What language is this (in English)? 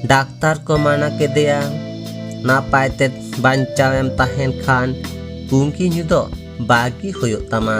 Santali